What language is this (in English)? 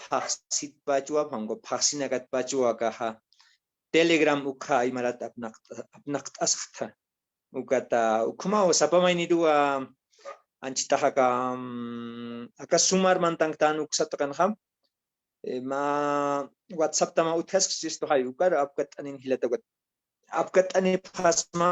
Aymara